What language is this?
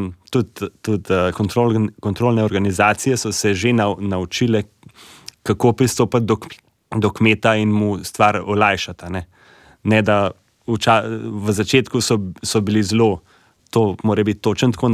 Slovenian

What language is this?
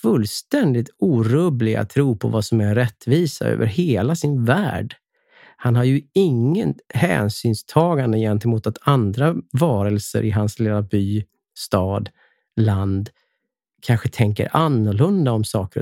Swedish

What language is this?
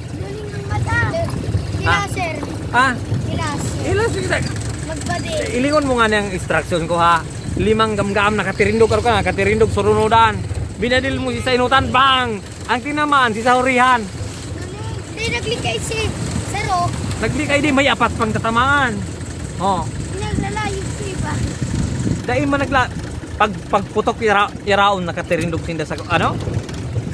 Bikol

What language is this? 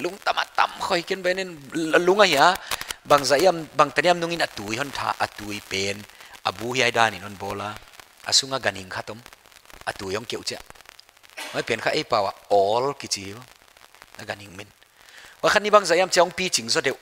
Paite Chin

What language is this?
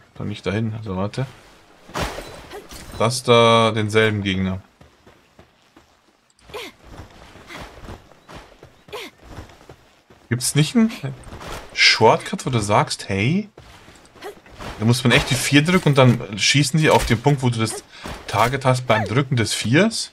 German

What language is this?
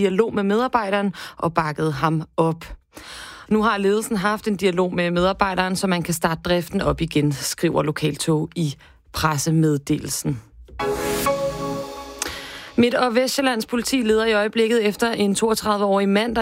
Danish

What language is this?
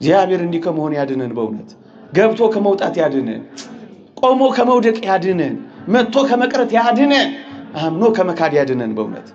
Amharic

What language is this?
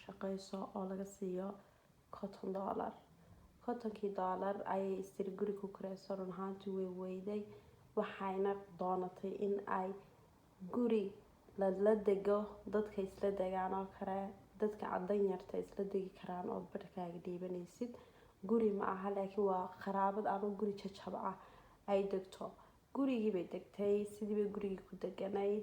Somali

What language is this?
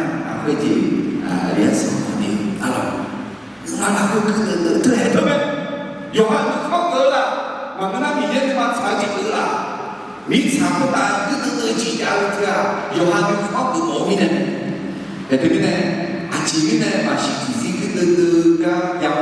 Akha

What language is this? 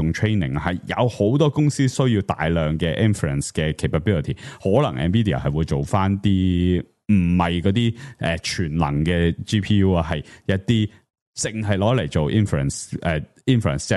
Cantonese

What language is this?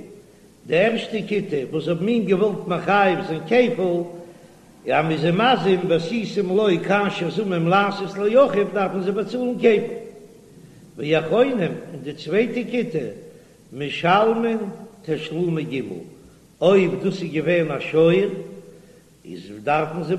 Yiddish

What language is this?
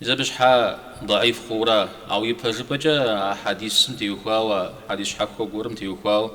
Kabardian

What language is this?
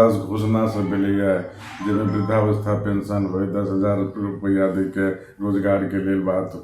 Maithili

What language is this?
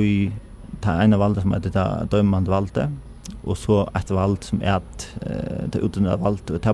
Faroese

